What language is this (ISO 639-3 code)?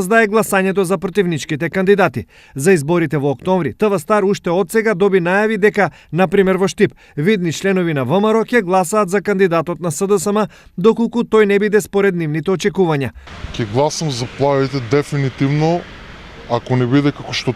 mkd